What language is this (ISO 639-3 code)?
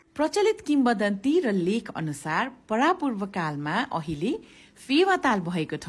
nep